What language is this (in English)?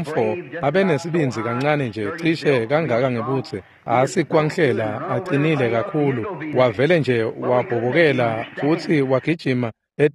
Swati